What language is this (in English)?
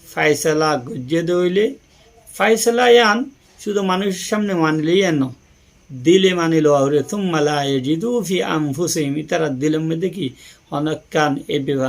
Rohingya